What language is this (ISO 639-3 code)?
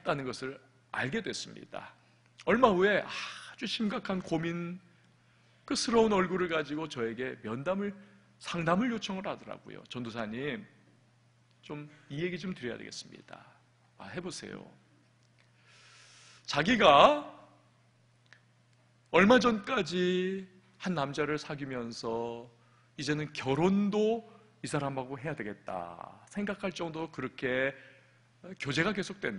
kor